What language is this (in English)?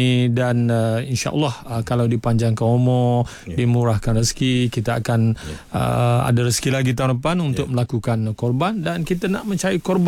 Malay